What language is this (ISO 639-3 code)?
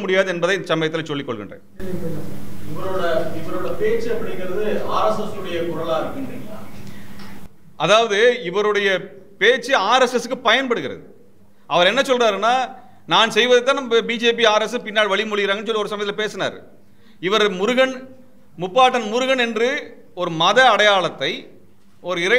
tam